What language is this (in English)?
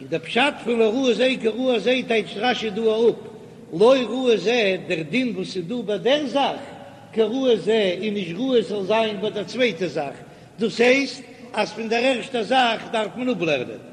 Yiddish